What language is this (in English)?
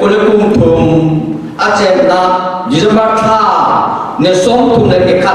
Falam Chin